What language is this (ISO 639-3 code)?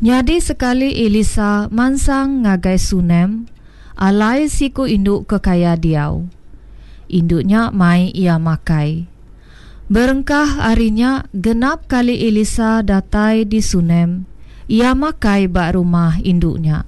iba